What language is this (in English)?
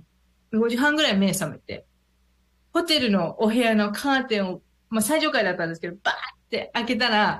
Japanese